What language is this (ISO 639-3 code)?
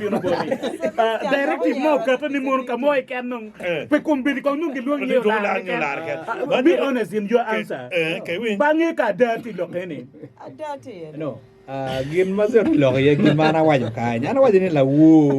ach